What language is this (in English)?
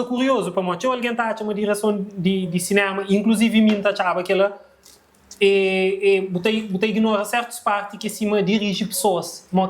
Kabuverdianu